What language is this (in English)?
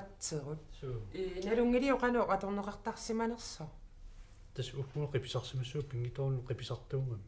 Kalaallisut